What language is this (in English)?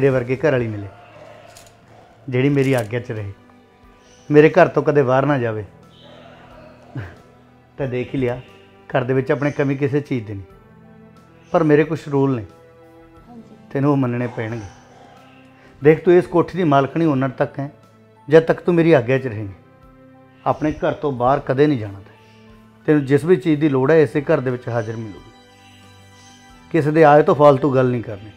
Punjabi